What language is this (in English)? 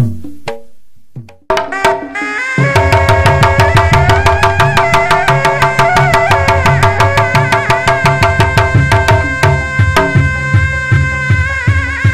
Betawi